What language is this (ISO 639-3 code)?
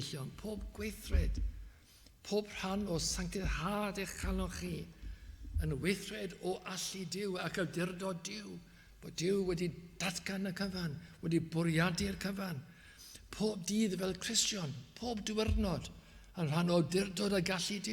cym